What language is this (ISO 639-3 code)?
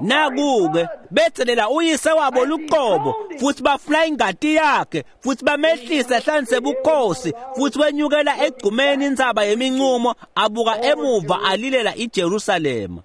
ssw